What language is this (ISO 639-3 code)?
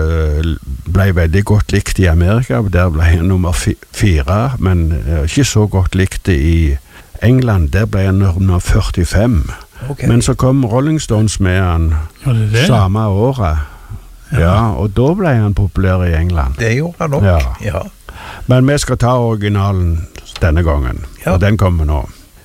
nor